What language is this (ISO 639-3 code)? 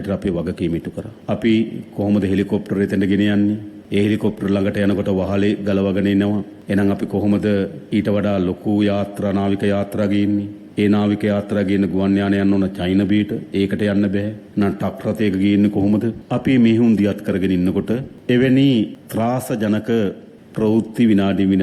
sin